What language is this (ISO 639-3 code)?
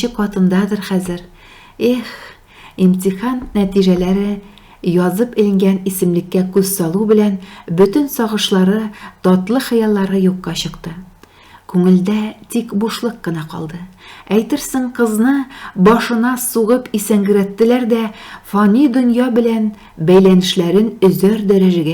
tat